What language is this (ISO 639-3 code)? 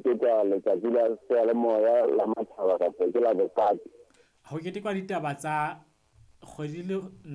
sot